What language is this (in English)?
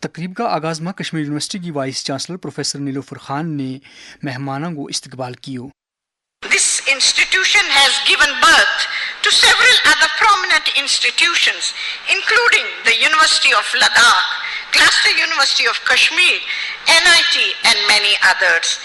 Gujari